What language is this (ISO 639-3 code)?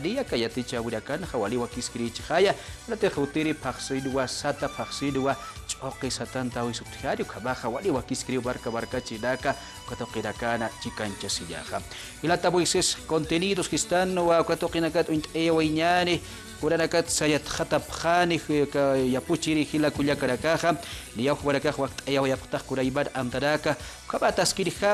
aym